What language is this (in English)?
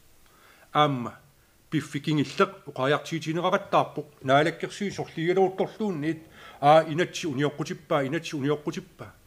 Kalaallisut